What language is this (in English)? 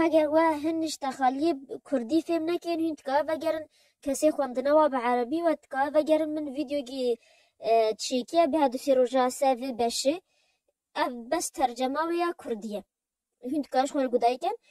Kurdish